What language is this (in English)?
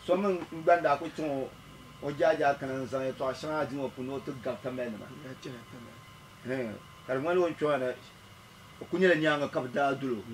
Dagbani